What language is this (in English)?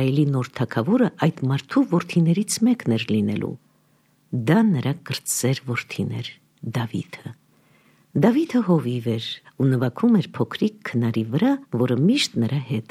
Armenian